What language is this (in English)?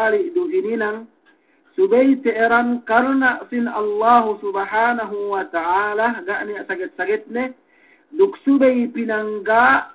Yakan